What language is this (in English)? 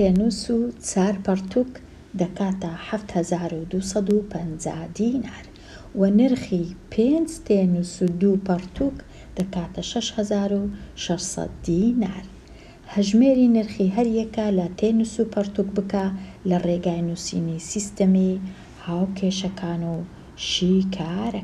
Central Kurdish